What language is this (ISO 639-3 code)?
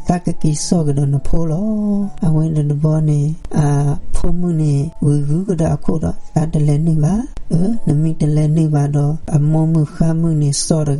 ksw